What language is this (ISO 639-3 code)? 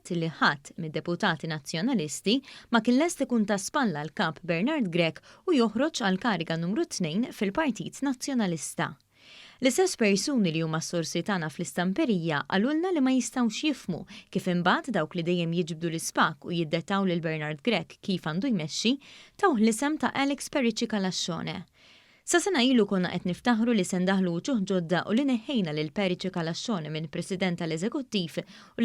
mlt